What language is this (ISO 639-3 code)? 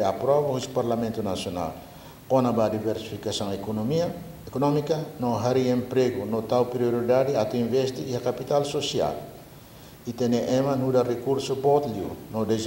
tet